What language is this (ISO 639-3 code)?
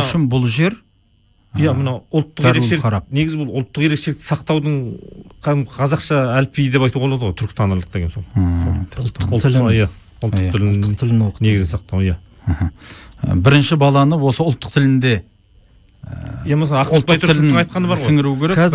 kaz